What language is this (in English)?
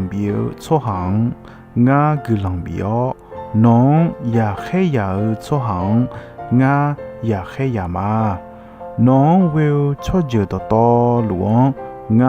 Akha